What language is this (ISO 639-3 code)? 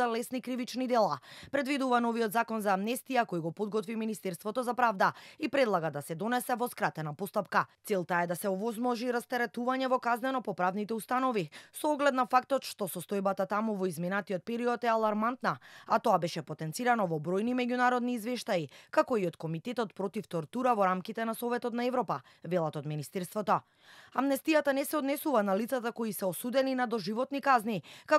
mkd